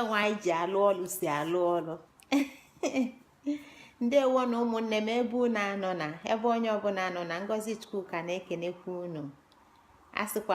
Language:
Igbo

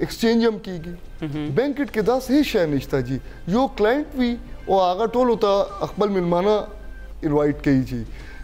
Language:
Pashto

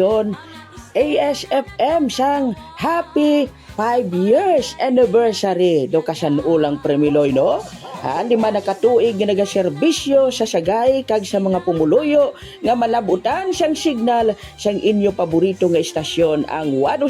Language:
Hiligaynon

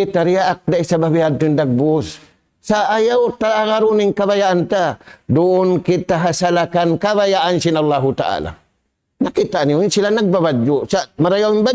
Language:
Tausug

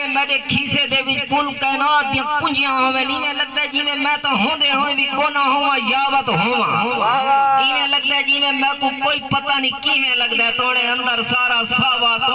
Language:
Saraiki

